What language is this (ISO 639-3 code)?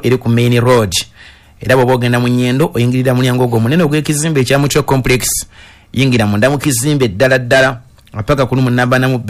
lug